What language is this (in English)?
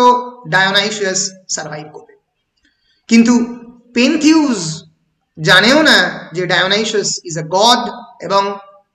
Bangla